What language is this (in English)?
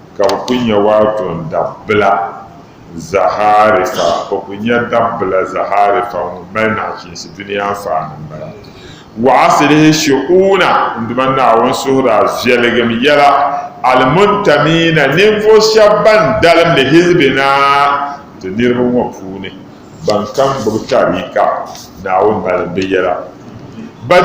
Dagbani